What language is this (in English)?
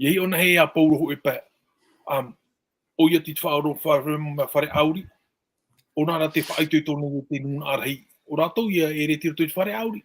Tahitian